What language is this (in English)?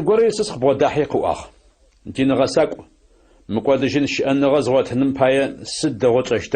Adyghe